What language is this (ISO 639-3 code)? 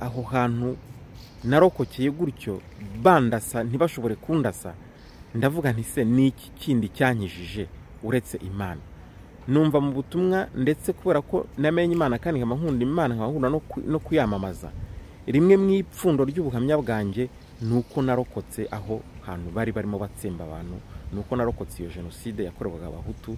kin